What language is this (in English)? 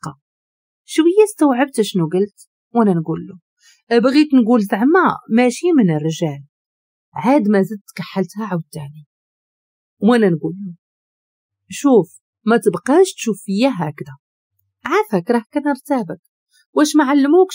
Moroccan Arabic